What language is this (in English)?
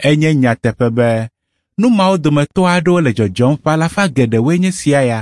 Ewe